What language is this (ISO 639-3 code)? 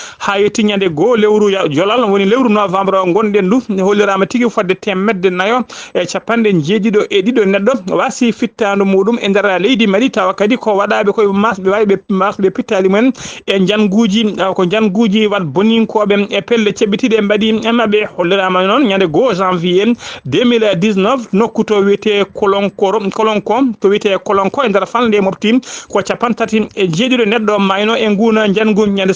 ful